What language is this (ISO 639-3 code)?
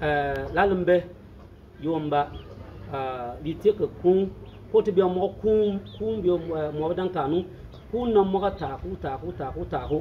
bim